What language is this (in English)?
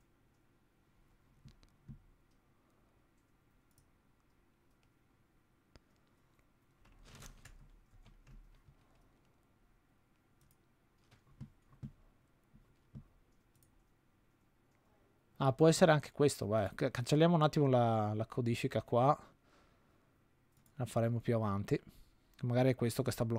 Italian